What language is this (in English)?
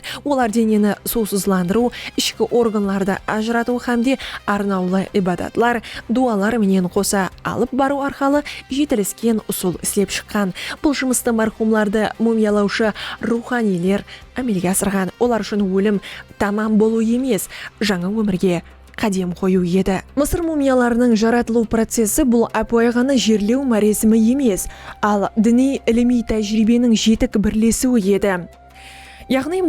Kara-Kalpak